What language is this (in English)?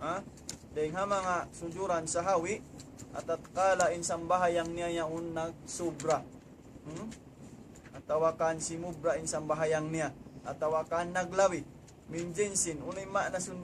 Tausug